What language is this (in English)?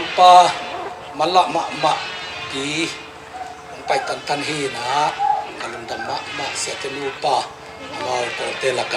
Tedim Chin